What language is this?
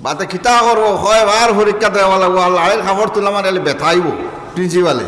Sylheti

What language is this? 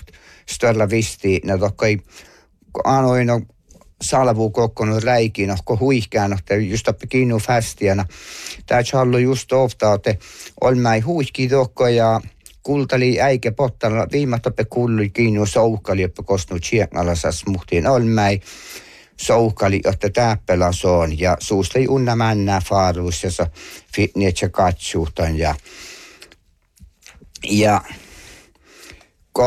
Northern Sami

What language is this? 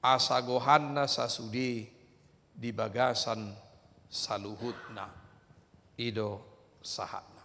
Batak Toba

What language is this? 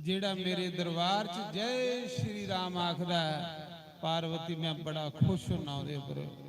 Dogri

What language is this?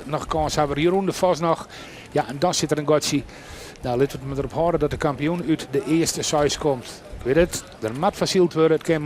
Western Frisian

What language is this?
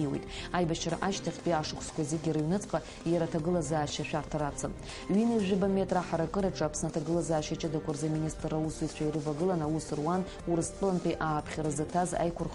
Abkhazian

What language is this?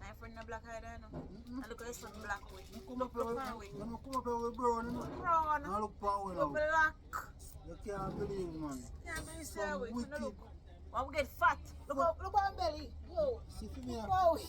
Jamaican Creole English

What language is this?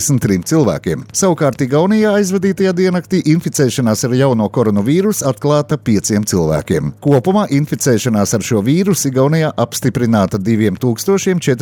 Latvian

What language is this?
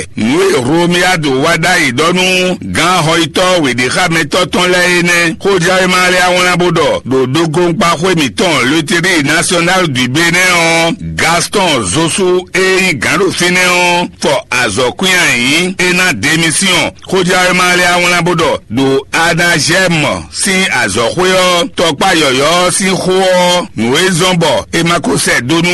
Fon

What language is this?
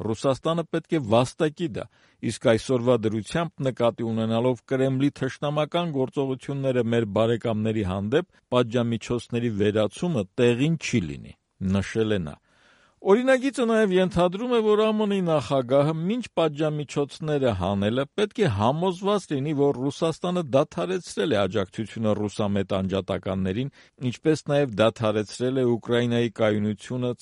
Armenian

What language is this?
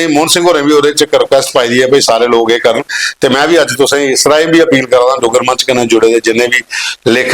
Dogri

